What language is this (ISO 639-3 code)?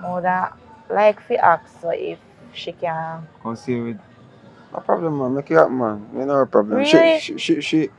jam